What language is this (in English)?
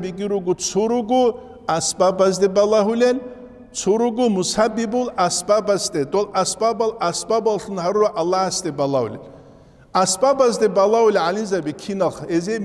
Avaric